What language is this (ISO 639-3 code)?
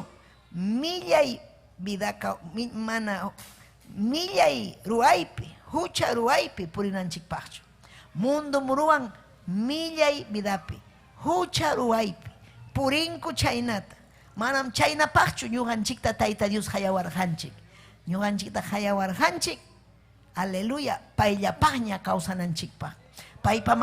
quy